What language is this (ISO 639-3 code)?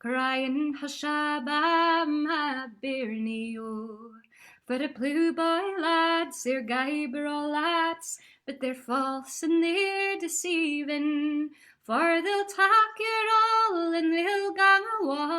sco